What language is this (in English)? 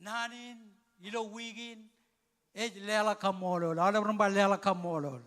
Marshallese